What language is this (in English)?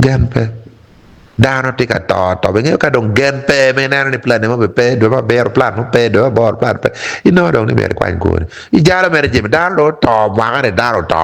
Acoli